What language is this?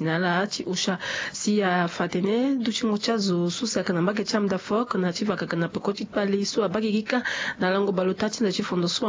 Sango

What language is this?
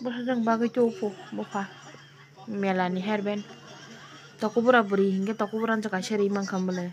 Kok Borok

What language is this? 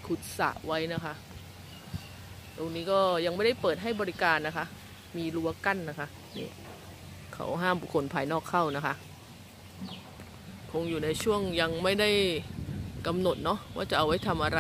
Thai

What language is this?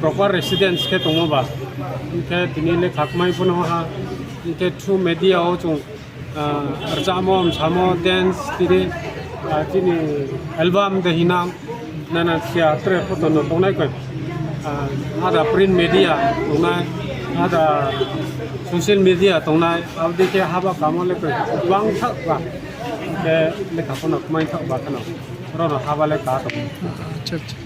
Riang (India)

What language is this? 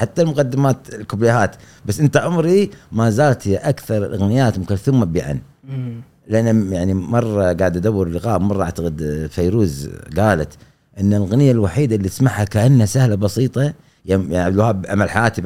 Gulf Arabic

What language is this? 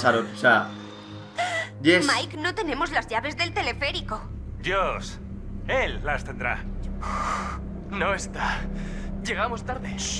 Spanish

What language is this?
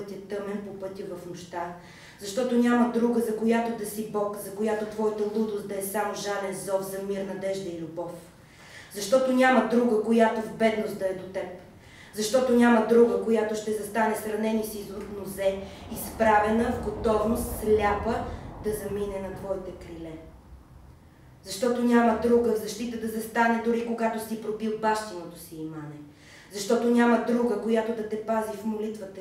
Bulgarian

